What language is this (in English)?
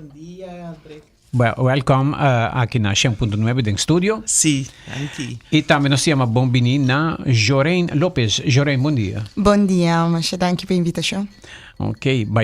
Papiamento